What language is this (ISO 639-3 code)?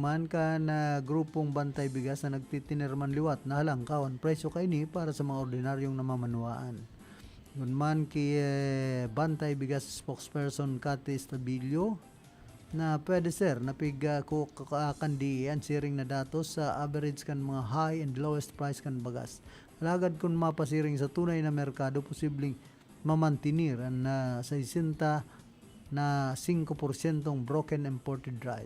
bik